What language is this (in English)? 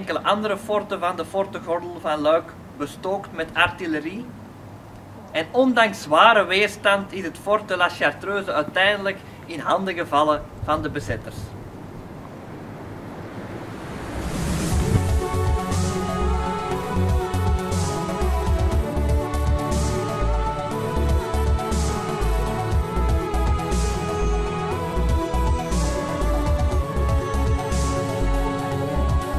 Dutch